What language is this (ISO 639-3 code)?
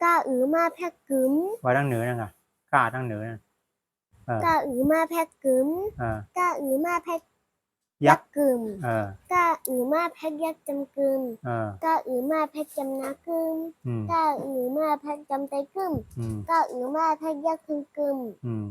shn